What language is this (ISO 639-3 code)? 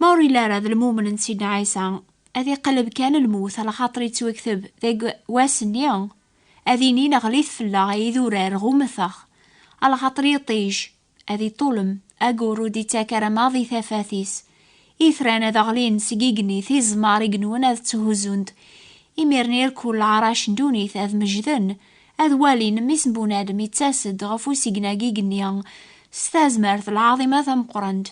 kab